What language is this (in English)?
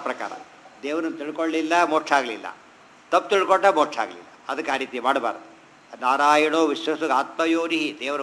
Kannada